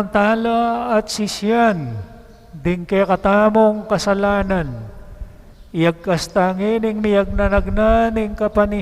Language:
Pampanga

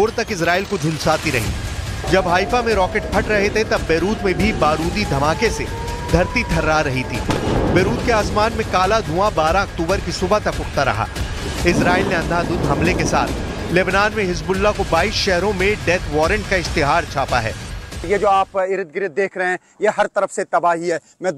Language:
Hindi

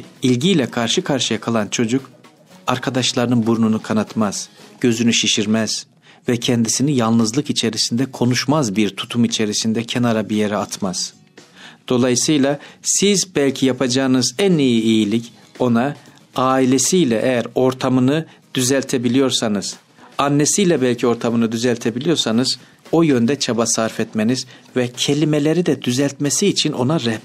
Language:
Turkish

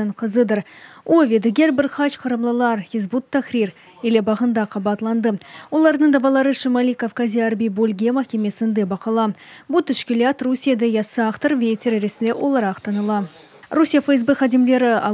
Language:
Crimean Tatar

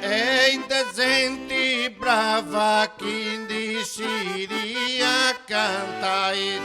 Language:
Sardinian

